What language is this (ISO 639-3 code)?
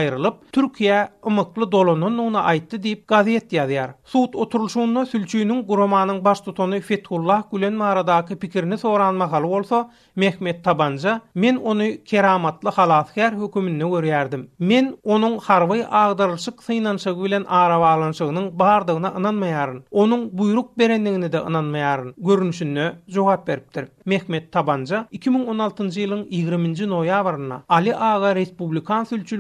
tuk